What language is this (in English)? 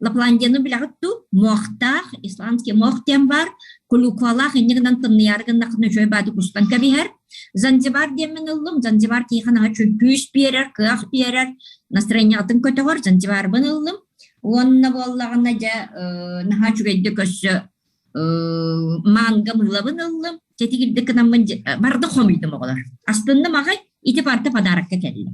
Yakut